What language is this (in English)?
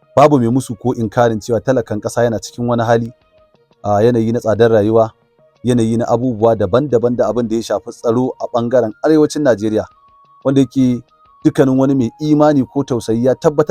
Hausa